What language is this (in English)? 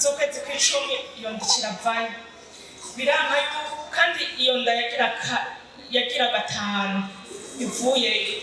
Rundi